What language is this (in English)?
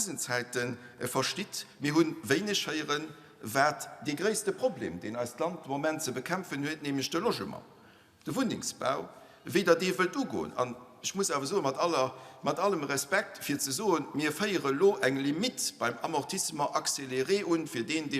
Luxembourgish